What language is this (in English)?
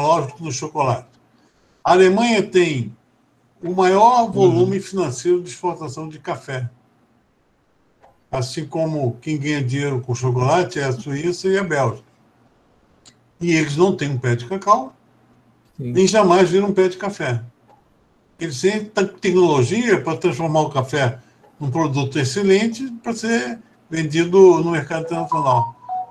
Portuguese